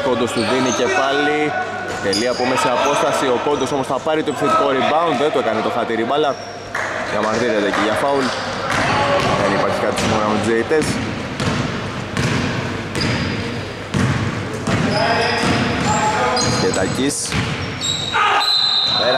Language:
Greek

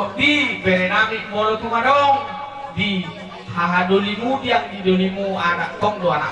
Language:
Batak Toba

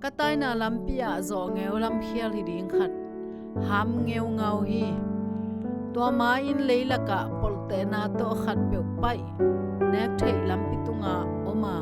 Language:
Tedim Chin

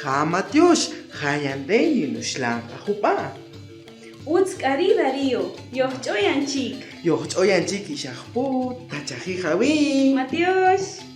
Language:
Kaqchikel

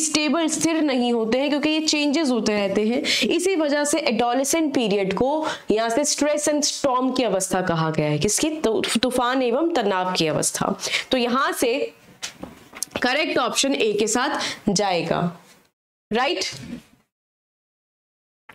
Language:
Hindi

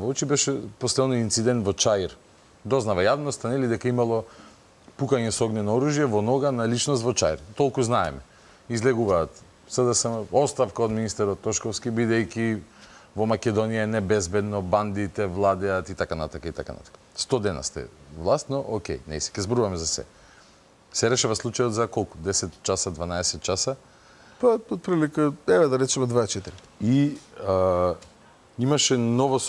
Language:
Macedonian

